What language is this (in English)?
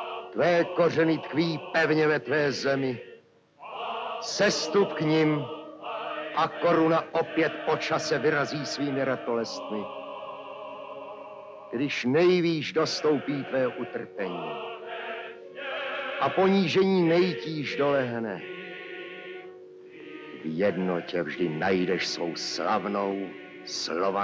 Czech